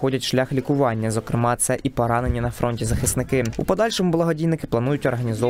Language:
Ukrainian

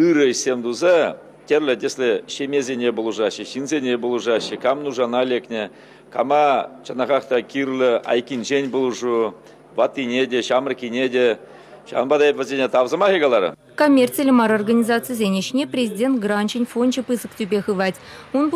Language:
Chuvash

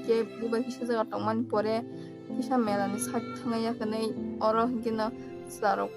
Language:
Kok Borok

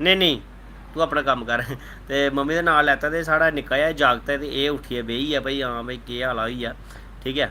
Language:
Dogri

